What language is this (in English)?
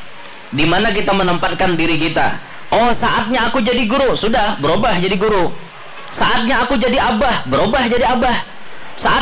Banjar